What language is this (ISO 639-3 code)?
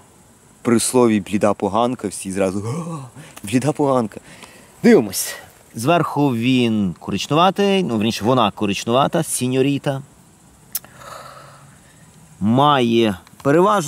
ukr